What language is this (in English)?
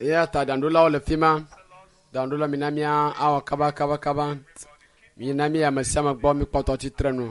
Ewe